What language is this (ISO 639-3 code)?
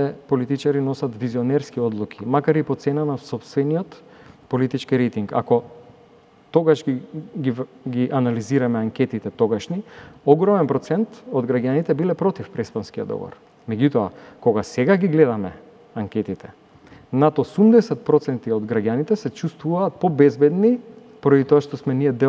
mkd